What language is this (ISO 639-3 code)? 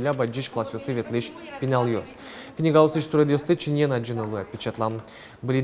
udm